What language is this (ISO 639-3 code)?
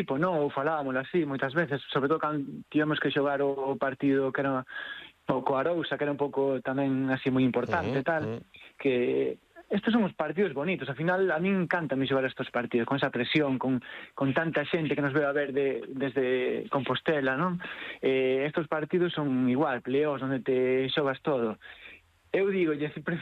glg